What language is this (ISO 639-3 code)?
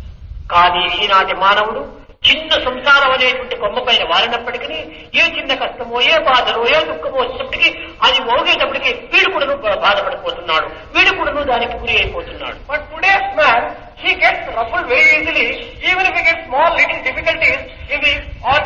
tel